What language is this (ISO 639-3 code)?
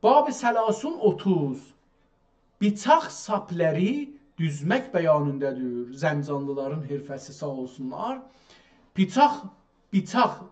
azb